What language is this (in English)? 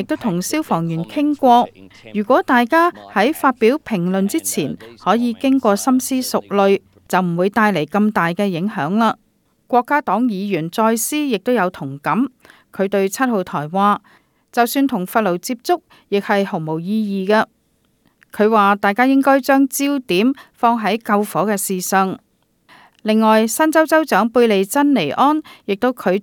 Cantonese